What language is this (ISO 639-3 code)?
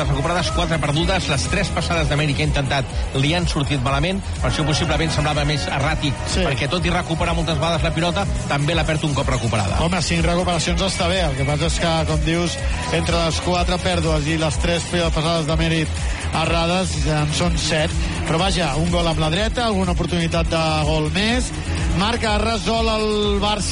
cat